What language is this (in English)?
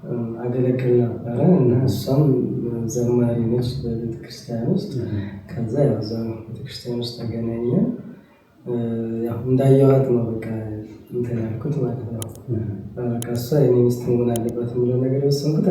Amharic